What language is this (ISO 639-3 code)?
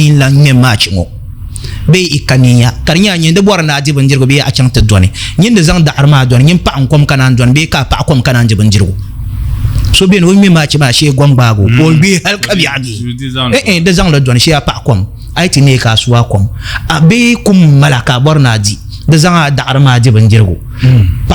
dag